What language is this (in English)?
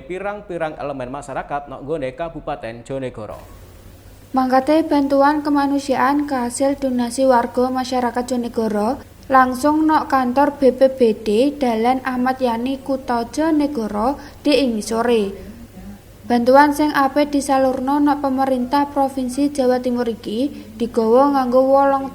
Javanese